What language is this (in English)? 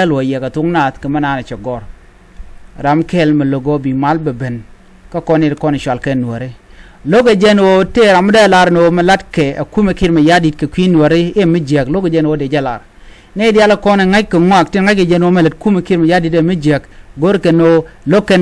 Nuer